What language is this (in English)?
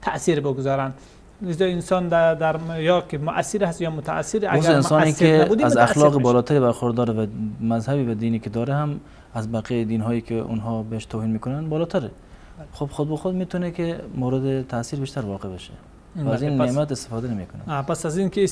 Persian